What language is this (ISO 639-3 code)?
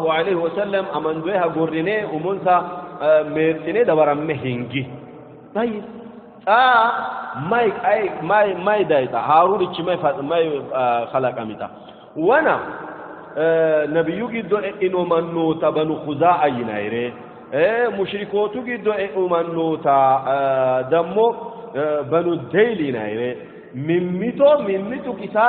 sid